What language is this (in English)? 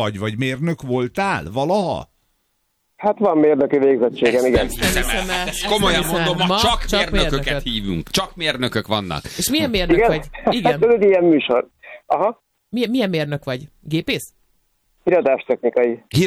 Hungarian